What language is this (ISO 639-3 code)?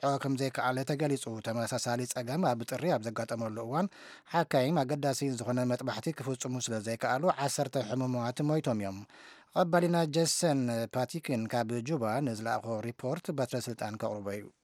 tir